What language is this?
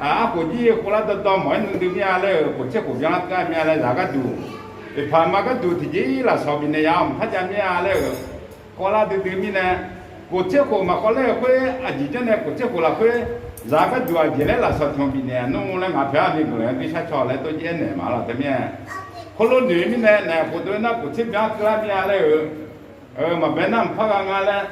Akha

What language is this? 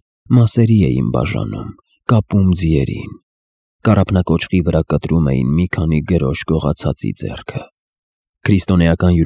Armenian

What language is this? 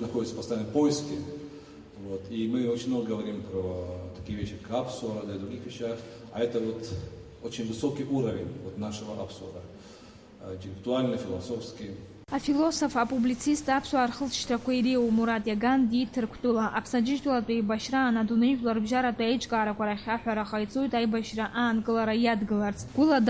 Abkhazian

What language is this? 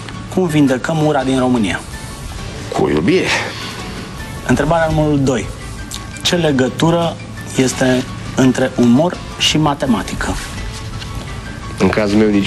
Romanian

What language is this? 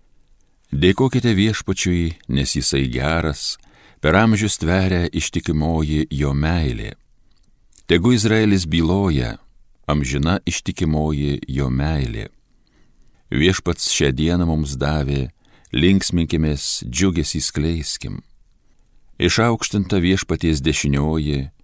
Lithuanian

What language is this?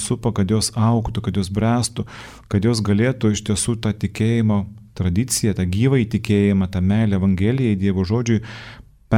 Lithuanian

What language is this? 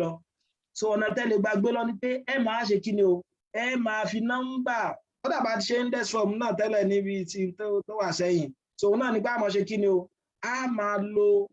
Yoruba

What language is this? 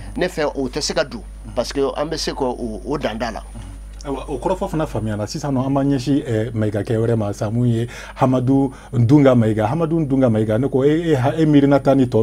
Bambara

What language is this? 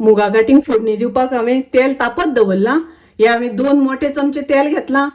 Konkani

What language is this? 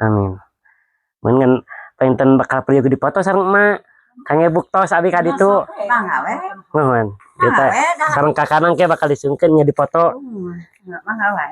Sundanese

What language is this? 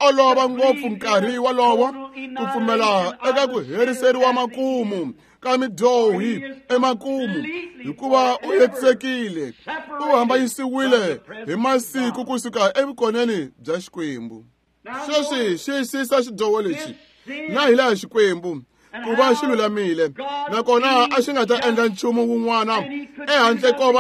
Tsonga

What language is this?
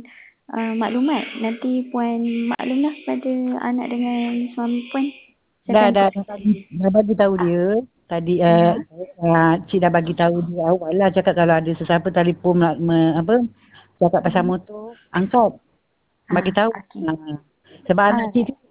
Malay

